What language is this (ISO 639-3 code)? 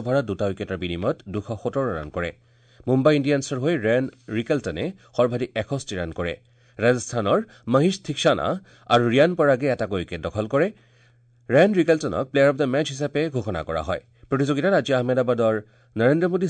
asm